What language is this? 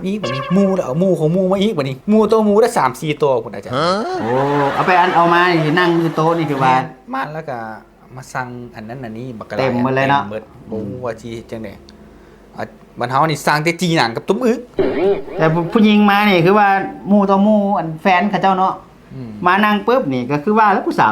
Northeastern Thai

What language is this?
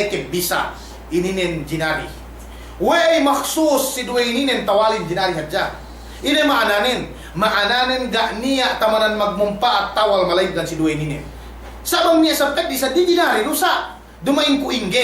Yakan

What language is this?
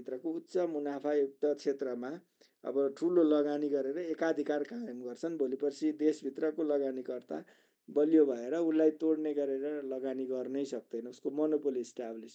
Nepali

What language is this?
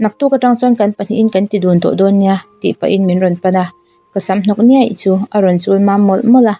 Mizo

